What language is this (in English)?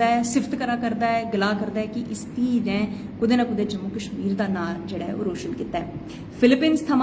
Dogri